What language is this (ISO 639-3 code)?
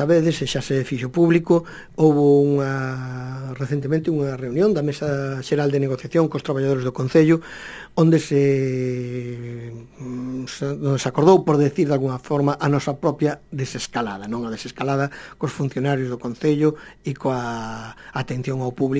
glg